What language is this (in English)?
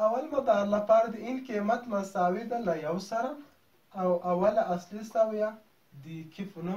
Pashto